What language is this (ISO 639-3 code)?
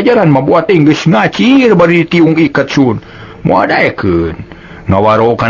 sun